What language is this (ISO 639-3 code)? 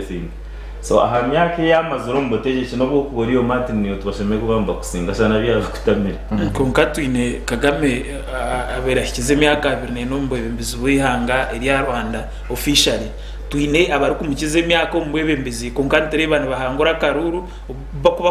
nyn